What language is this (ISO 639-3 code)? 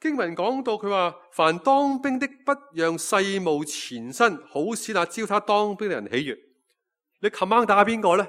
yue